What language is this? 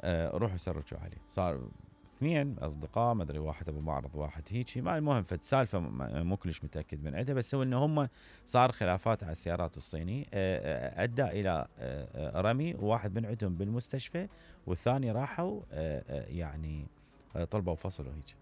Mesopotamian Arabic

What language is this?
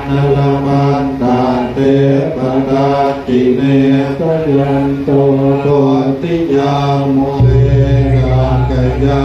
Pali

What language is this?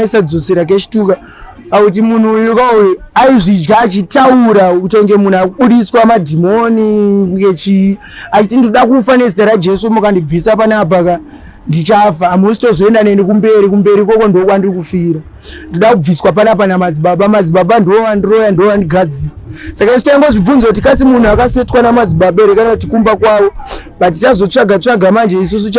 Shona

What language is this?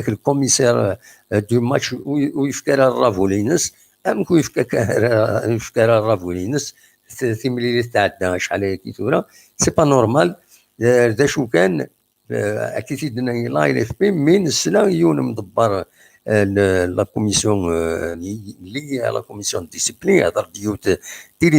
Kabyle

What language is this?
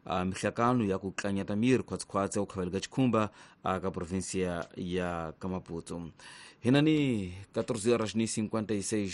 Tsonga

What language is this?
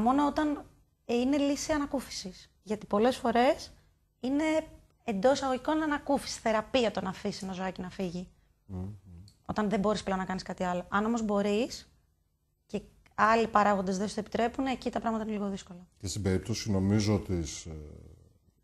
Greek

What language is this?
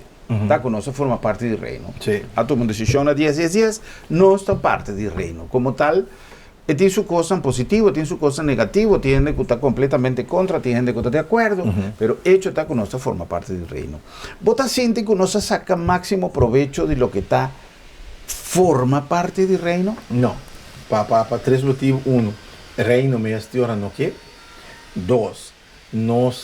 Papiamento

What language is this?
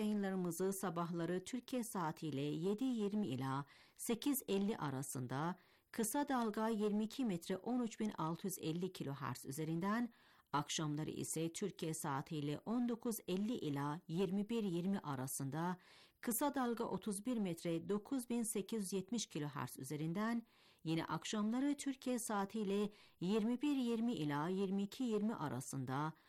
Turkish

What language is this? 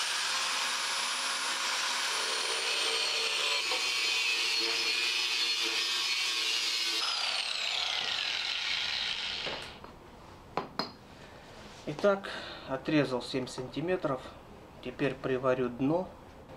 Russian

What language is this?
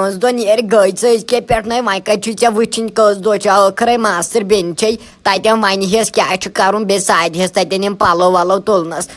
Kashmiri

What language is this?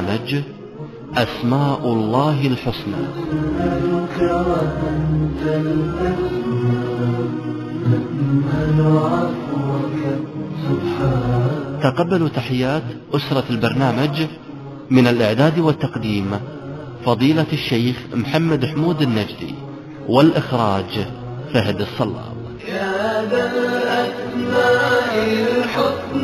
Arabic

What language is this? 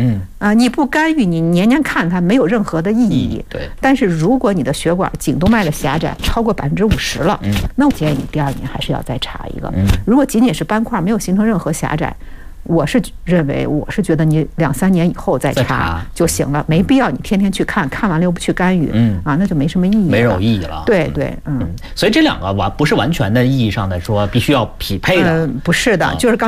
Chinese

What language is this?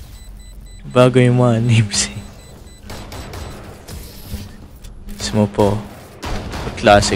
Filipino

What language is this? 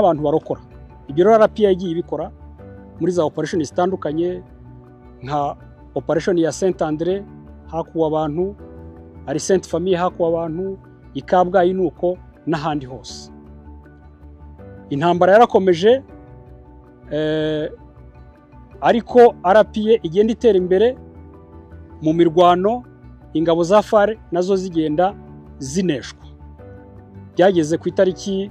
Kinyarwanda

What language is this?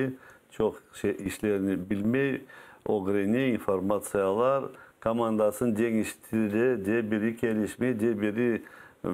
Crimean Tatar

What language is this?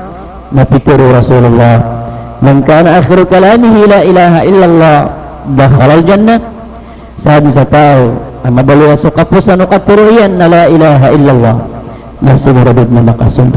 Maranao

